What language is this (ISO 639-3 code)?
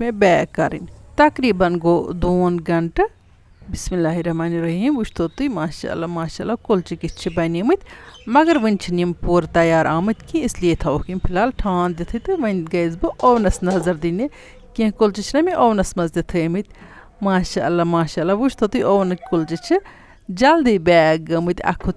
kas